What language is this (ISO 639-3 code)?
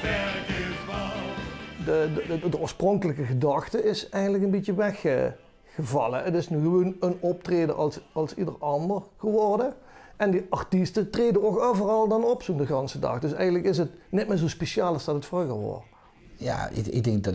lim